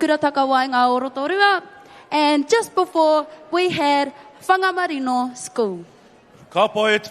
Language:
Māori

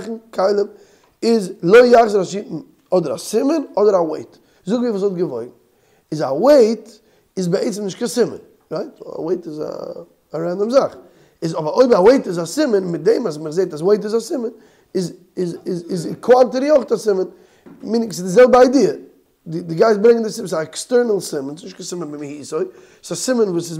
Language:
Yiddish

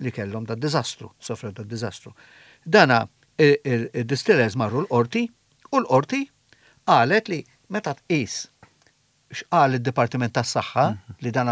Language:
Maltese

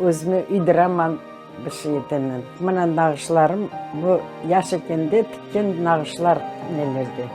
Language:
Crimean Tatar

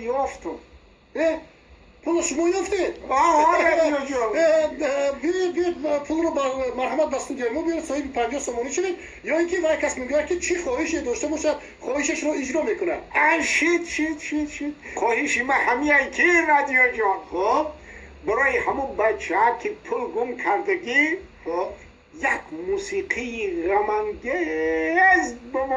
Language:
Tajik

